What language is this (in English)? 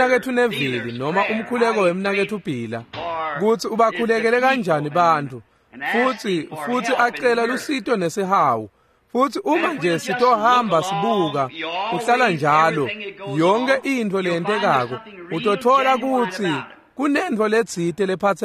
Swati